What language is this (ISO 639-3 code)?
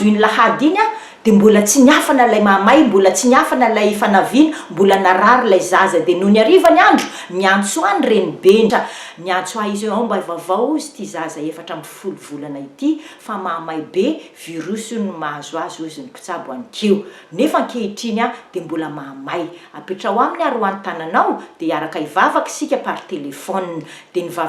mlg